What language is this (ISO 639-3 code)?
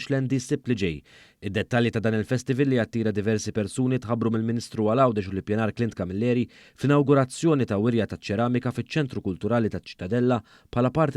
mlt